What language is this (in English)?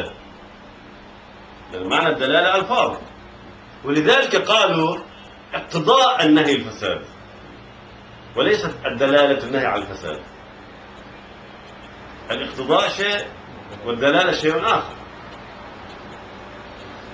Arabic